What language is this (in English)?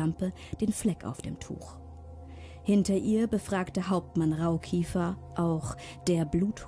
German